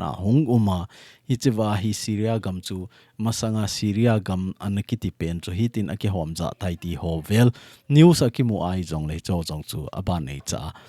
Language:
Thado Chin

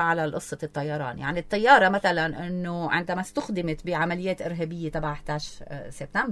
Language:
North Levantine Arabic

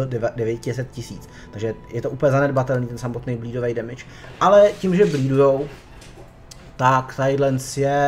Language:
Czech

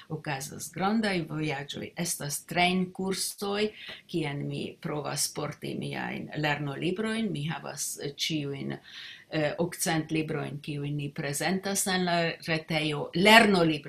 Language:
Esperanto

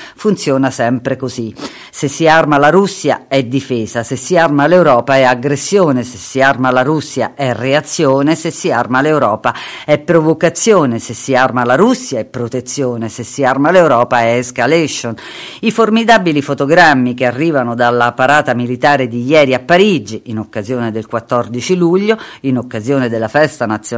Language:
Italian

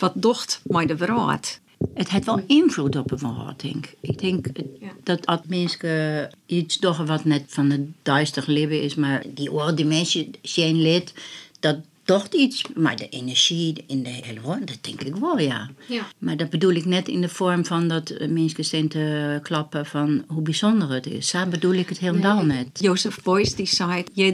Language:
Western Frisian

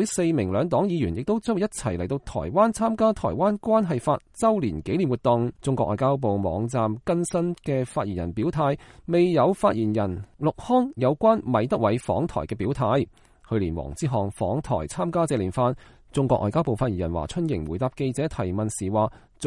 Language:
Cantonese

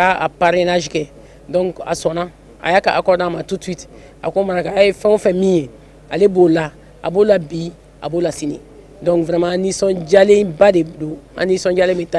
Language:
Bambara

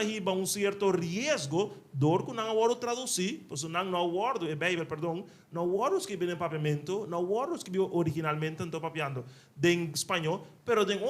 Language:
Papiamento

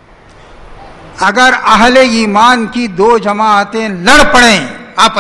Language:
Urdu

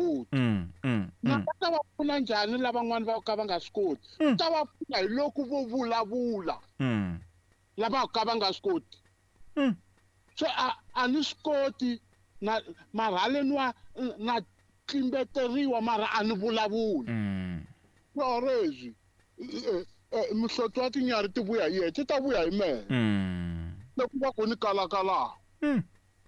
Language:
Tsonga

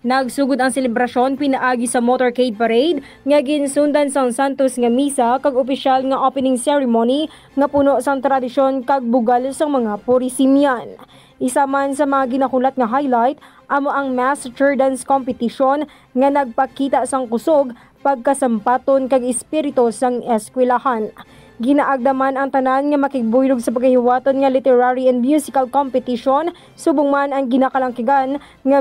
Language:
Hiligaynon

